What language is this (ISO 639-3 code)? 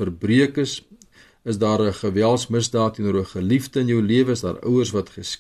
afr